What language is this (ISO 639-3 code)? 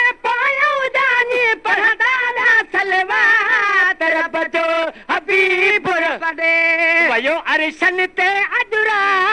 snd